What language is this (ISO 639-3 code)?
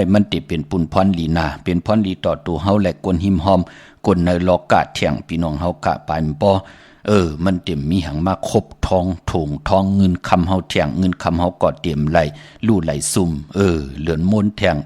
shn